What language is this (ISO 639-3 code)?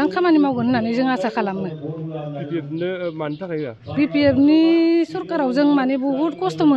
brx